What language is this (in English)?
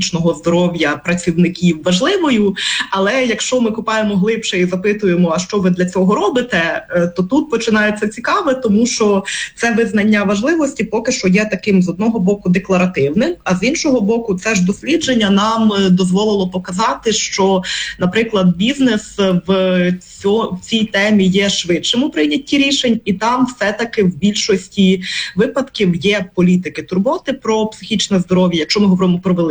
Ukrainian